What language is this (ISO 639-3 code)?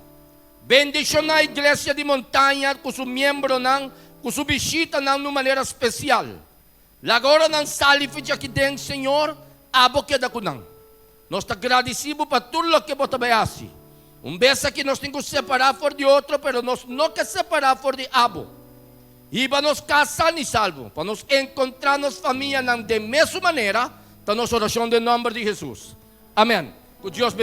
pap